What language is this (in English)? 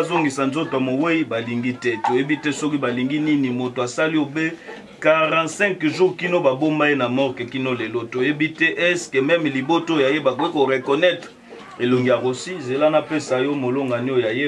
Lingala